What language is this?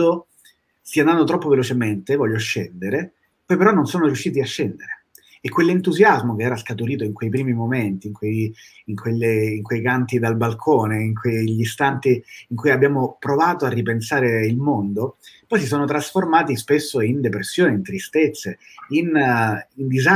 Italian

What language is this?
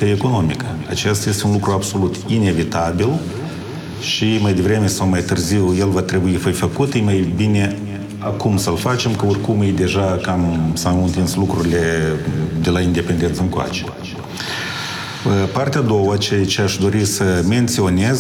Romanian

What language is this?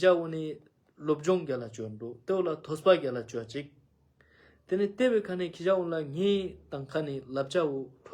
Ladakhi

